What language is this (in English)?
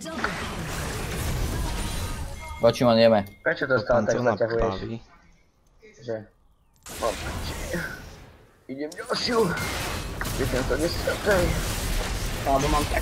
Slovak